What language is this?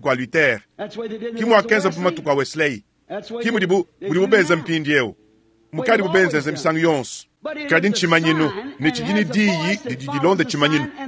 Luba-Lulua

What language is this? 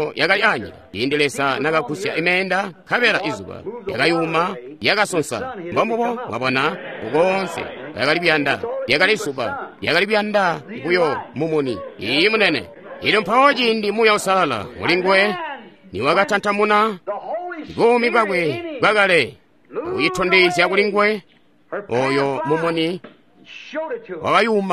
Tonga (Zambia)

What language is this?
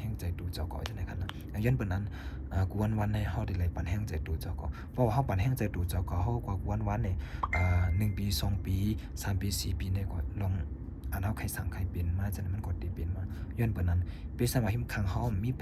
Shan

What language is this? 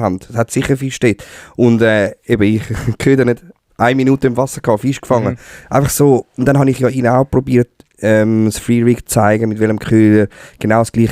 Swiss German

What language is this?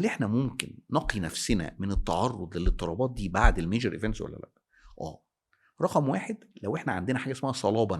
Egyptian Arabic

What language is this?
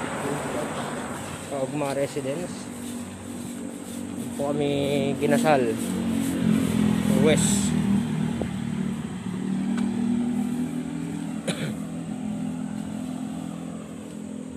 Filipino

